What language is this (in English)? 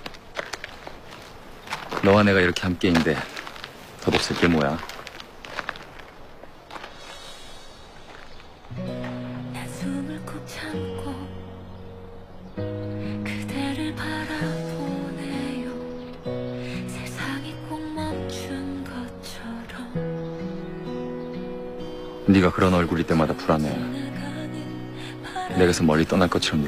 Korean